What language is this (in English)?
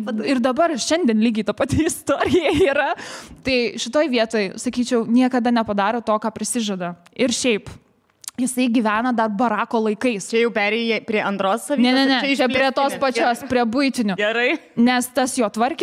Lithuanian